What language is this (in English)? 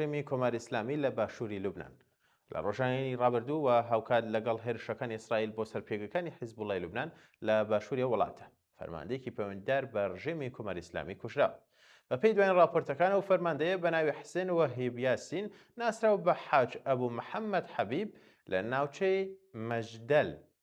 Central Kurdish